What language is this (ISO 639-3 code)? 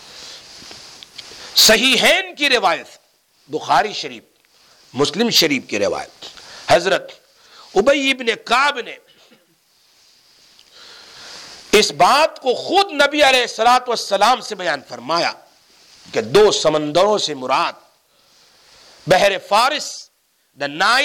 urd